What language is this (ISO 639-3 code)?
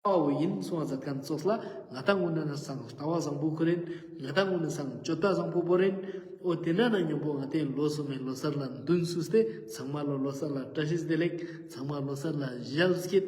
lbj